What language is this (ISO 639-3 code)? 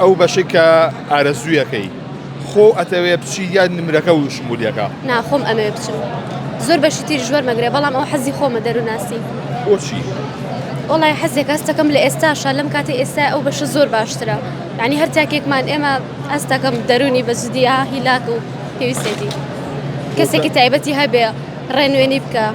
ckb